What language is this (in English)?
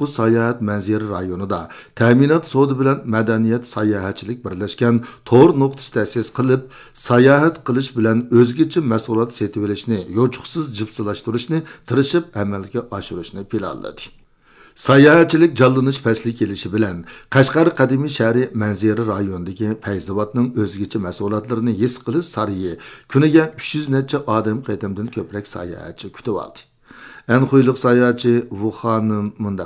Uyghur